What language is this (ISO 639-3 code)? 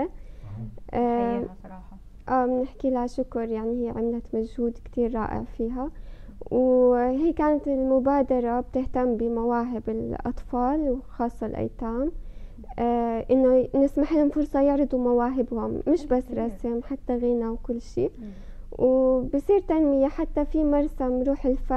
apc